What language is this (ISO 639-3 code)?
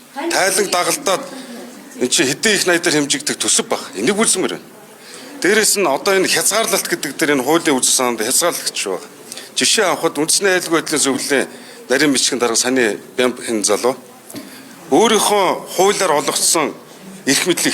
mon